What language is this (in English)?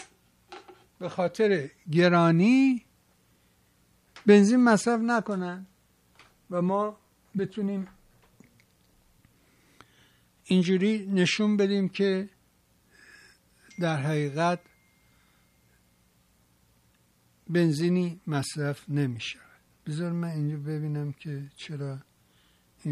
Persian